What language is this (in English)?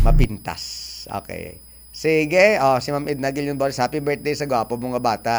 Hiligaynon